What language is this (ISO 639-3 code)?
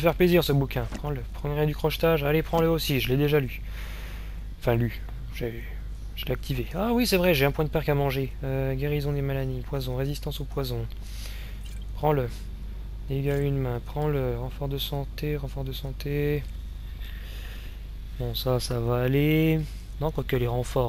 fra